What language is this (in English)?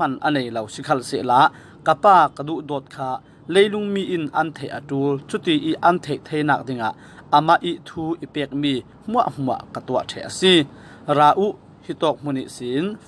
Falam Chin